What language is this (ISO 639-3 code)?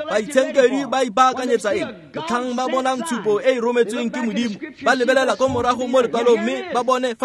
tsn